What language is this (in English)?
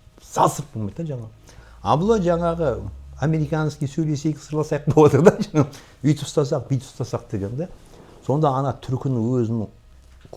Kazakh